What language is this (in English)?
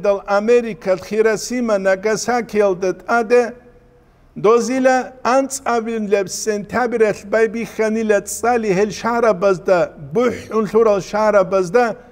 Avaric